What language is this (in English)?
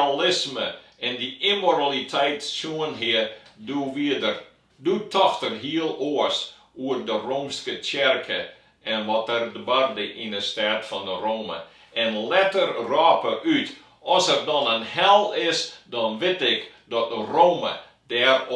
Western Frisian